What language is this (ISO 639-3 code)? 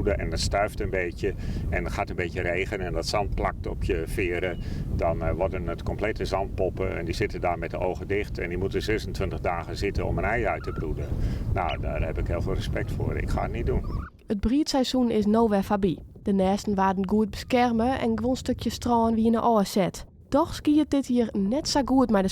fry